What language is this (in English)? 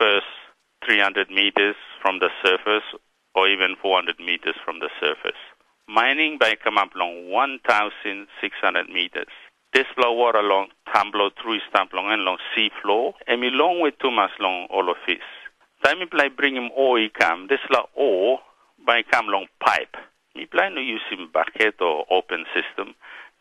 Tok Pisin